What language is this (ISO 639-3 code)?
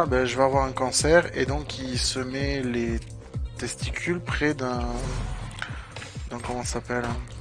fra